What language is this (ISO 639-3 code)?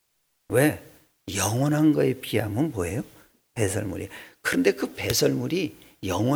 kor